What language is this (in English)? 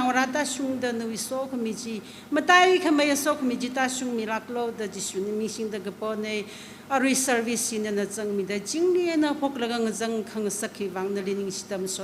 Tangkhul Naga (India)